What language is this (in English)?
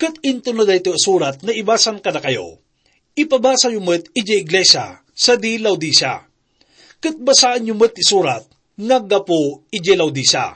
Iloko